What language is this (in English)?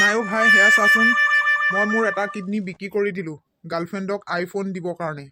Assamese